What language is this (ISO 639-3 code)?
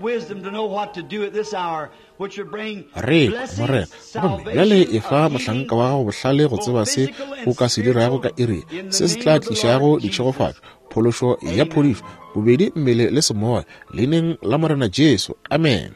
nso